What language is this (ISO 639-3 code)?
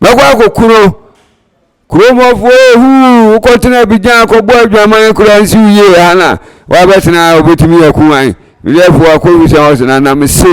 aka